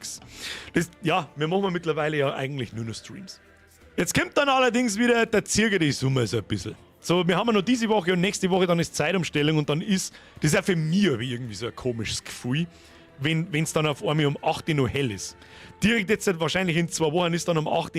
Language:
Bavarian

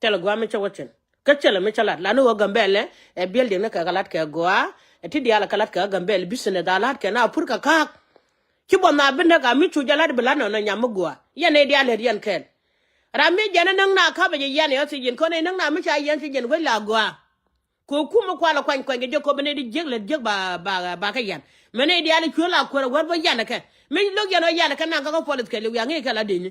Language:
Nuer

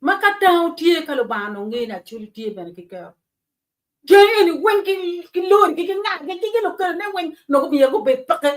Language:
Acoli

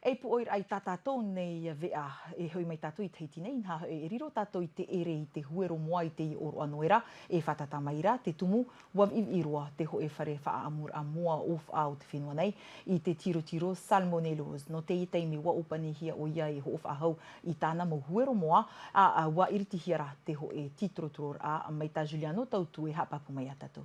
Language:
Tahitian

